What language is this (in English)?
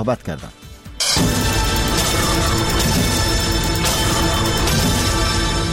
Persian